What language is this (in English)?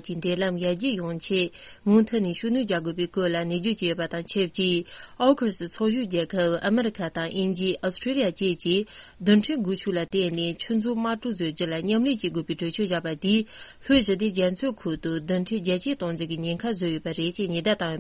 Tibetan